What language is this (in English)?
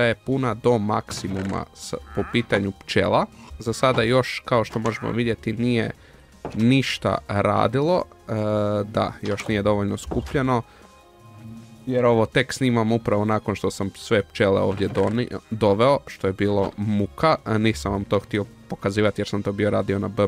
Croatian